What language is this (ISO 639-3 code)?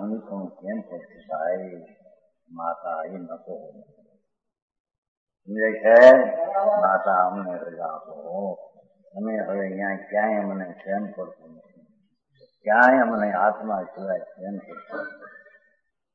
guj